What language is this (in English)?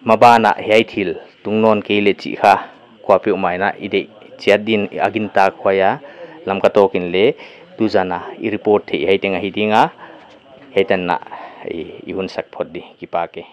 Paite Chin